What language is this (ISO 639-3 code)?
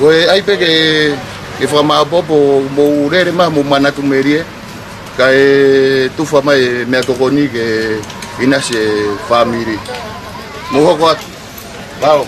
ton